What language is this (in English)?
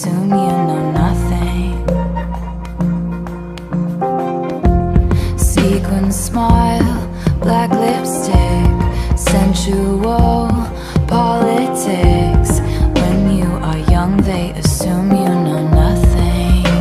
English